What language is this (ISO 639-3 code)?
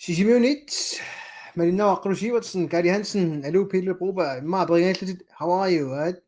kal